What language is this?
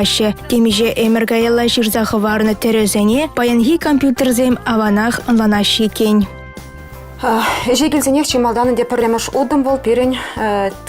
Chuvash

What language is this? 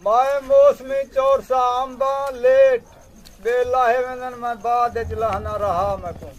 Saraiki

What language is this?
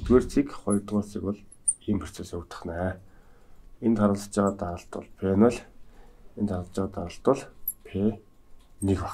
Mongolian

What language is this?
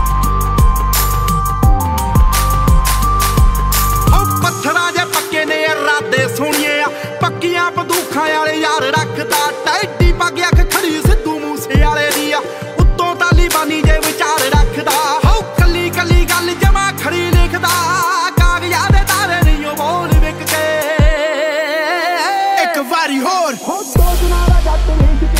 Punjabi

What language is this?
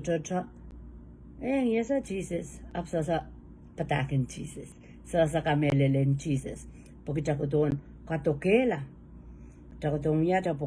Pohnpeian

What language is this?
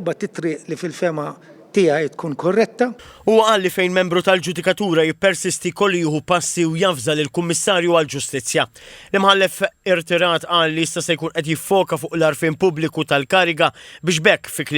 Maltese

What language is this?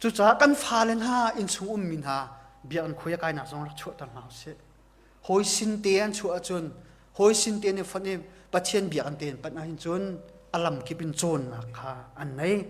Hakha Chin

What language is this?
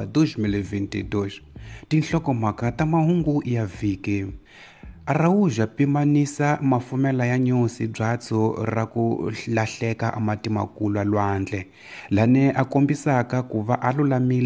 Tsonga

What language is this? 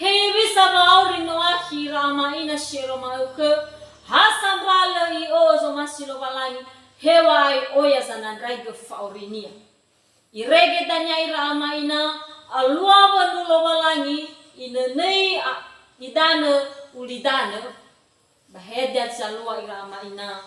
Nias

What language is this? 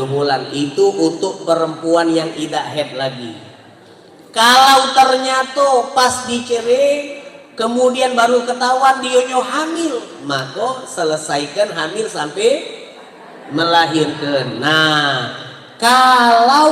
Musi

